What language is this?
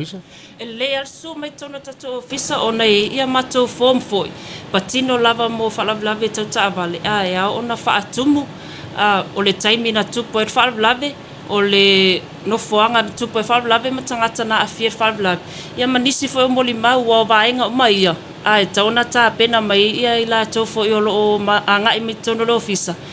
Samoan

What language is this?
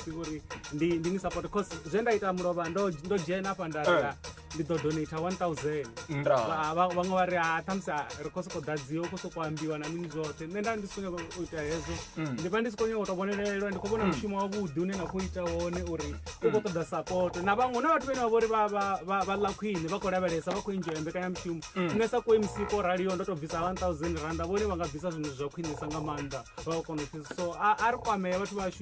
Venda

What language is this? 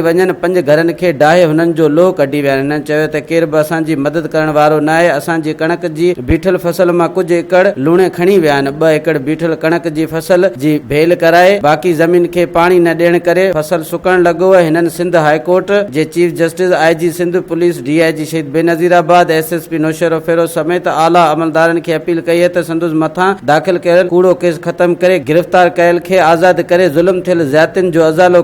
Sindhi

